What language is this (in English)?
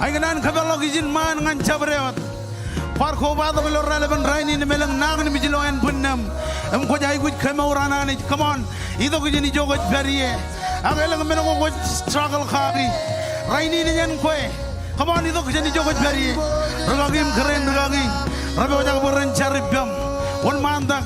Marshallese